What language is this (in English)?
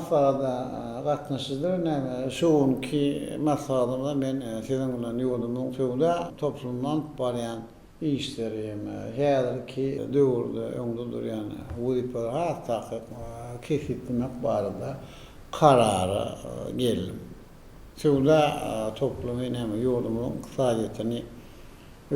Turkmen